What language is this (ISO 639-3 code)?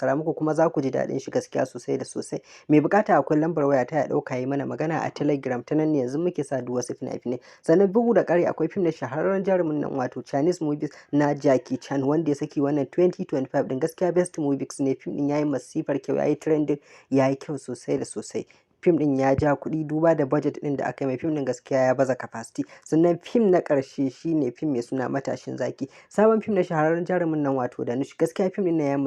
hau